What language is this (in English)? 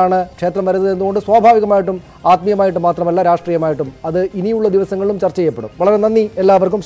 Malayalam